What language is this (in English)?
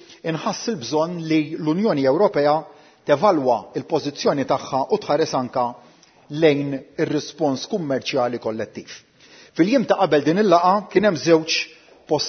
Maltese